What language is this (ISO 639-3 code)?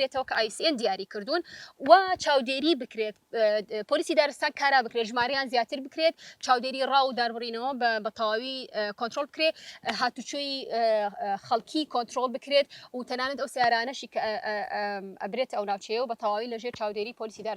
ckb